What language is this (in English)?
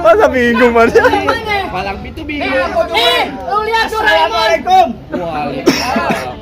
Betawi